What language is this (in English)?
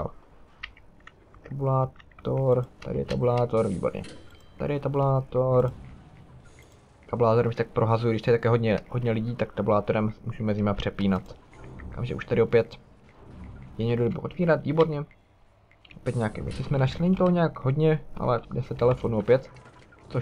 Czech